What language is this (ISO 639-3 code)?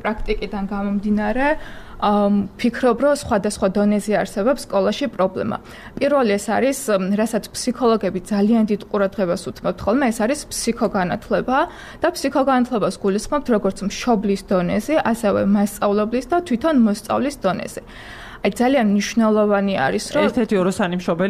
kat